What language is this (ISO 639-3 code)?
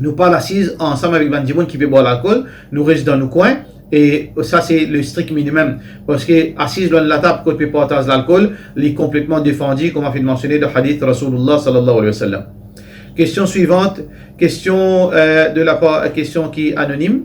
mfe